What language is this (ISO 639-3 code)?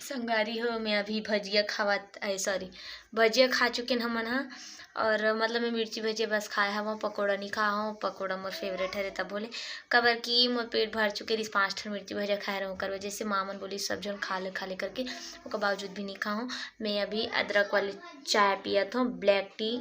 hne